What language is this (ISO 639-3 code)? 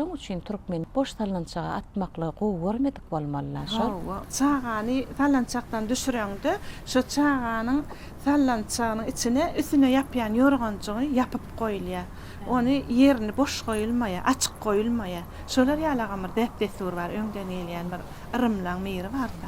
tuk